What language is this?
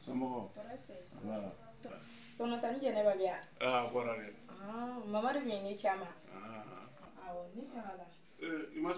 Bambara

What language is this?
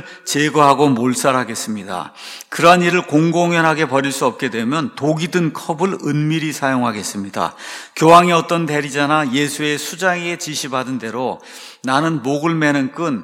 Korean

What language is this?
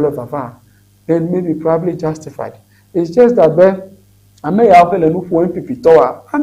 Ewe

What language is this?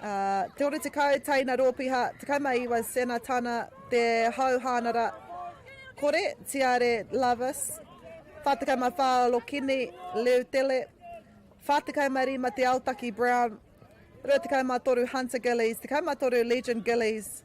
Māori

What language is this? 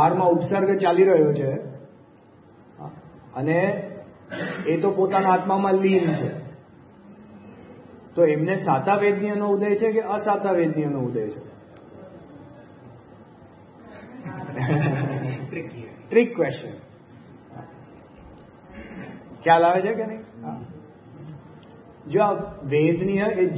Gujarati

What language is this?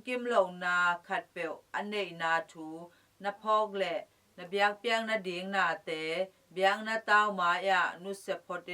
Tedim Chin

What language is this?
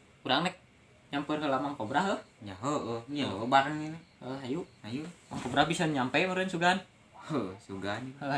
Sundanese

